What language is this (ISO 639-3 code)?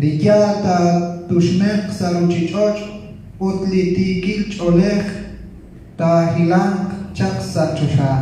kek